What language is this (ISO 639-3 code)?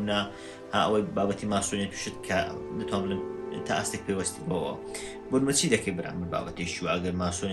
ckb